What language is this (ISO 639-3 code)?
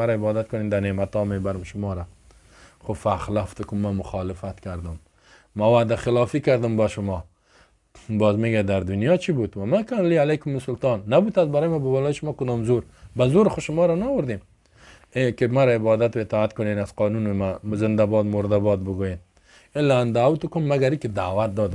fas